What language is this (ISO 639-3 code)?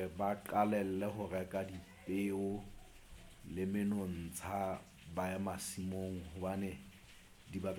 sot